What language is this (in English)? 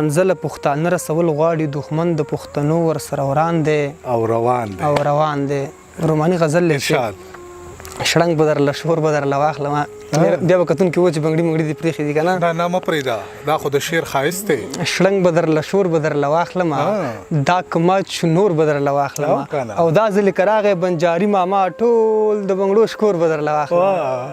Pashto